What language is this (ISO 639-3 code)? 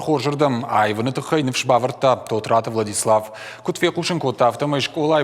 oss